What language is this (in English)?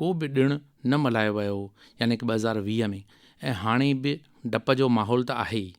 Sindhi